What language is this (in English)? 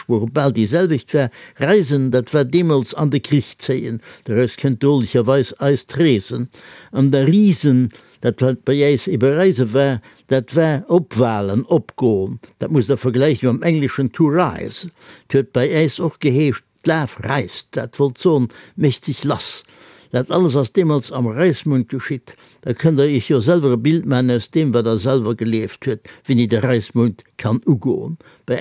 Luxembourgish